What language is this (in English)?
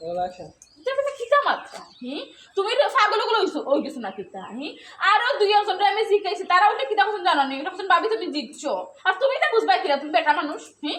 Sylheti